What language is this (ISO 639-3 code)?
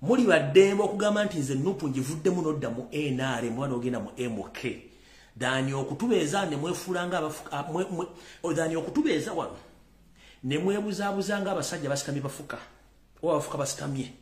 lug